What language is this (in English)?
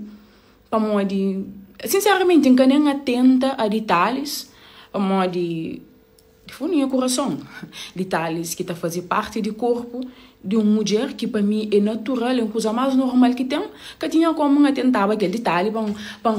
Kabuverdianu